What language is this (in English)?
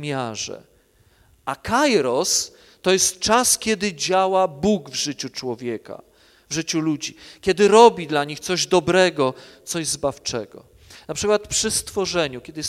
Polish